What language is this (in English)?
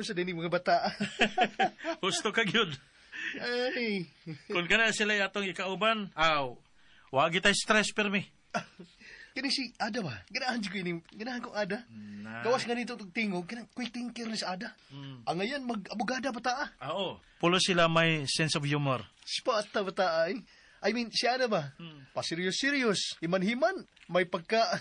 Cebuano